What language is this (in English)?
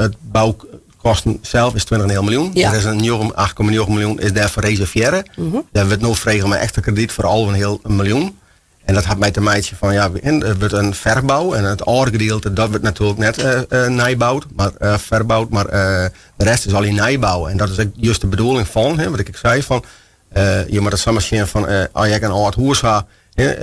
Western Frisian